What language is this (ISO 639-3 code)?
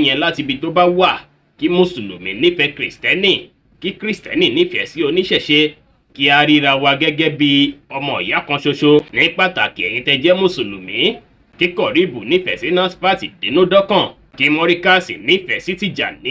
yor